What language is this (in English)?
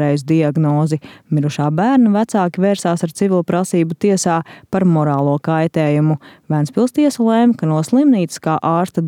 Latvian